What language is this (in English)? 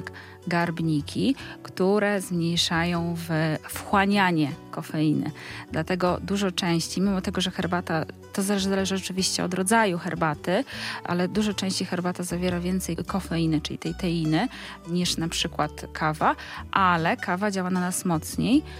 Polish